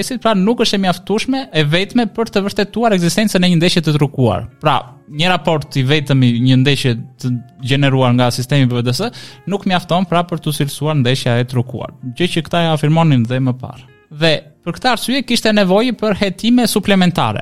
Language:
Albanian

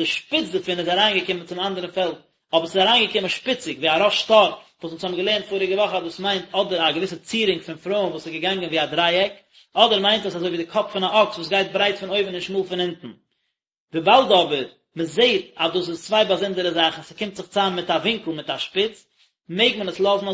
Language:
Yiddish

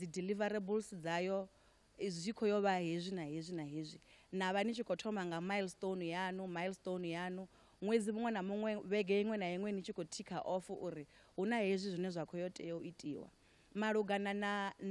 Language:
Venda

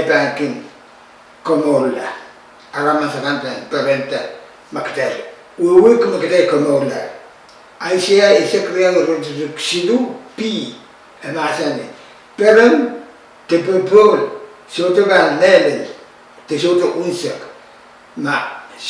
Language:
Pohnpeian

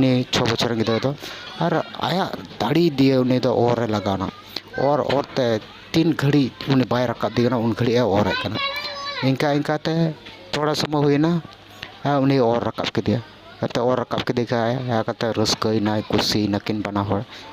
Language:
Santali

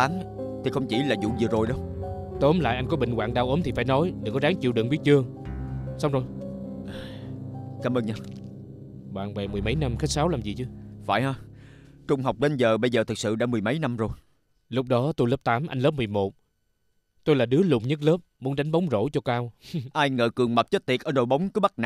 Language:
Vietnamese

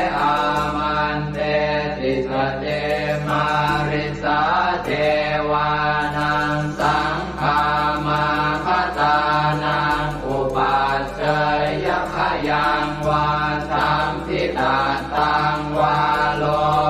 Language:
Pali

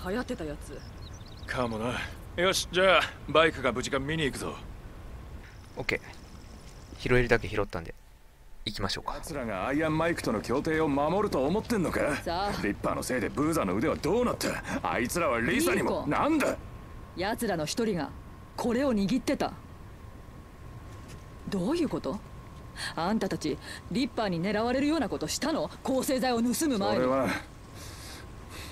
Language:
Japanese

